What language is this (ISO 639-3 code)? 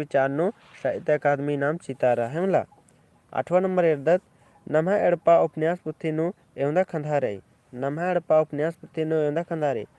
kru